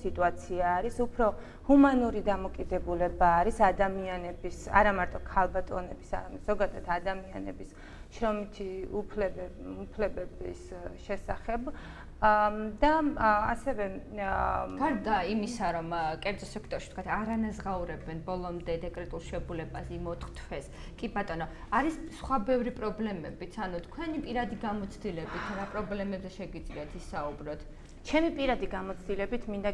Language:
Georgian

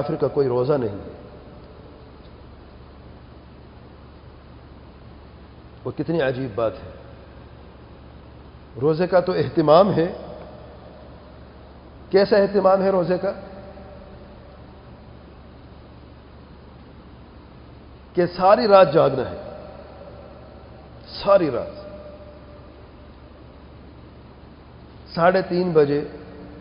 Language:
Urdu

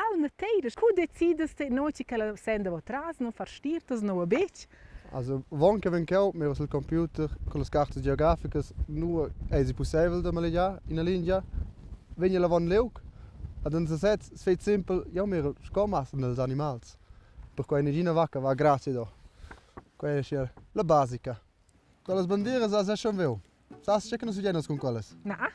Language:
Romansh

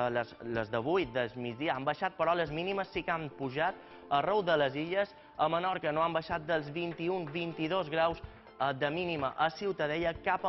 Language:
Catalan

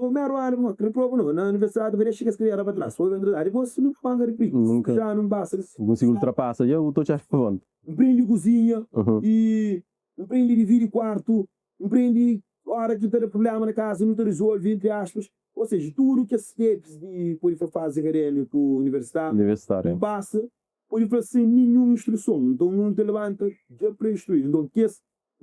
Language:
Kabuverdianu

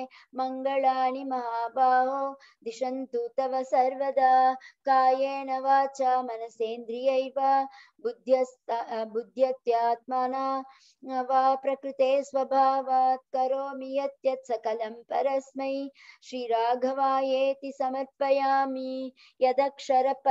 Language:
Sanskrit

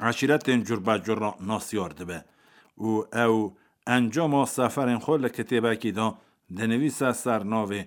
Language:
Kurdish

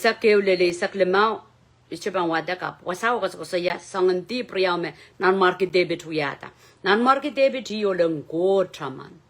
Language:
Pohnpeian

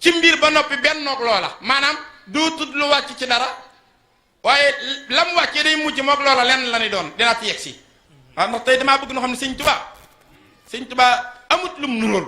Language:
Wolof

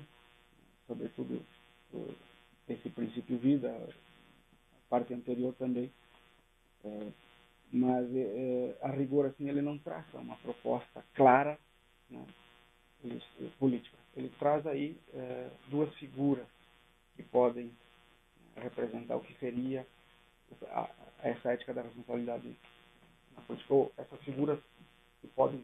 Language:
Portuguese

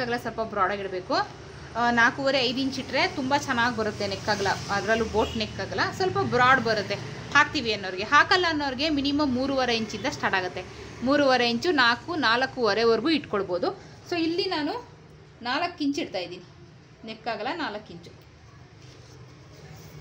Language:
Kannada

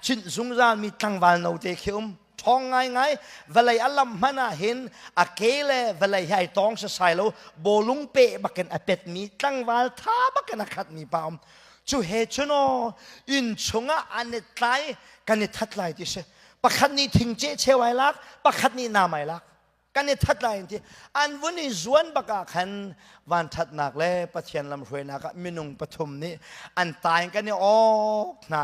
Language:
Hakha Chin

